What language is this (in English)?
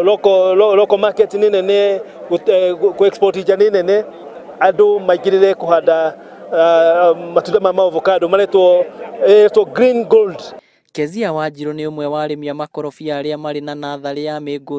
Kikuyu